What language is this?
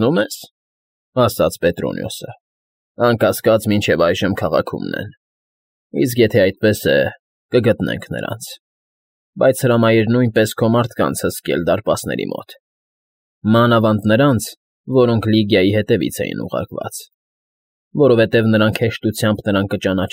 Armenian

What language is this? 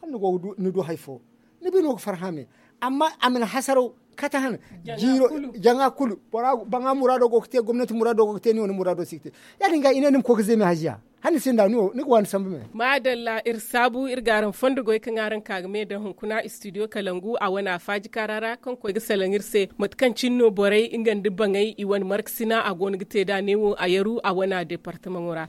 Zarma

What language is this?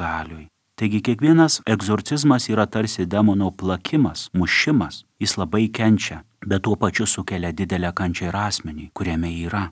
Lithuanian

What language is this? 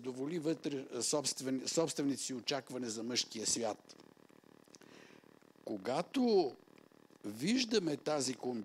Bulgarian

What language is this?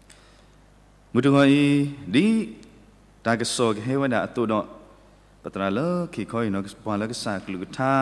S'gaw Karen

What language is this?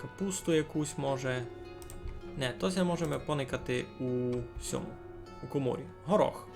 Rusyn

